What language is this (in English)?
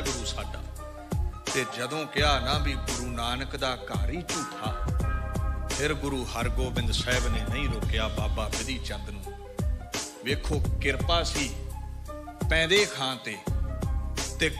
Punjabi